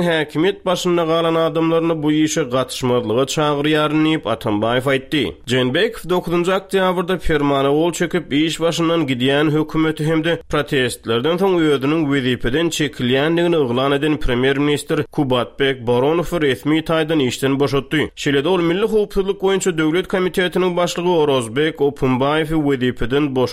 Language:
Turkmen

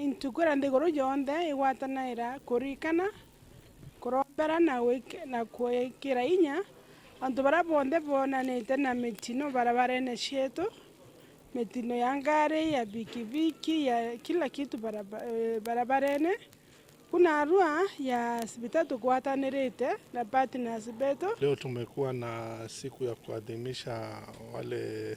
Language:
Meru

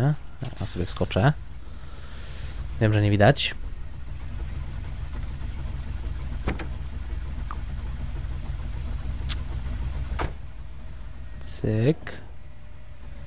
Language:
Polish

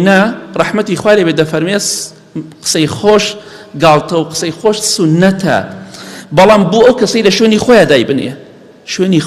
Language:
Central Kurdish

